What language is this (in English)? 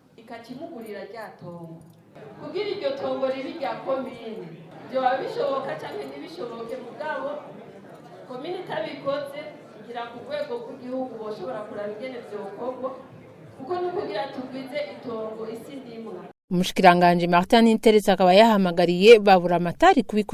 Rundi